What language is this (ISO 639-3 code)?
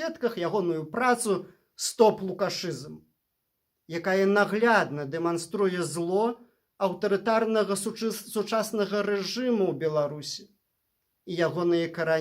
bel